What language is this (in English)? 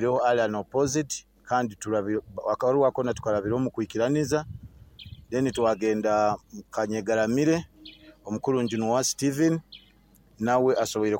Nyoro